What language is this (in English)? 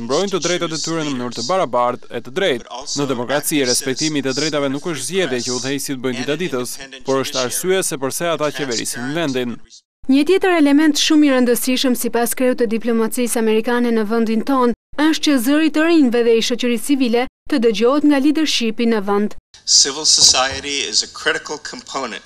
Albanian